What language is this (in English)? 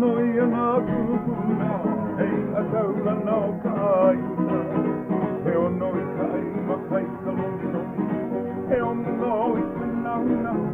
Hawaiian